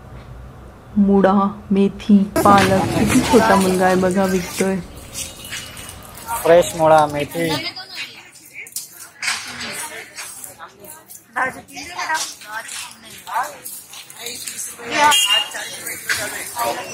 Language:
Marathi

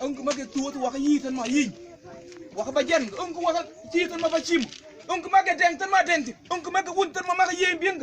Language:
Mabaan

